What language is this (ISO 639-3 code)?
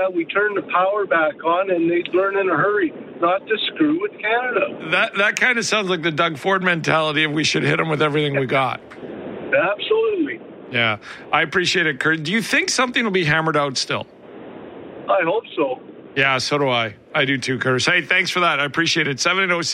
eng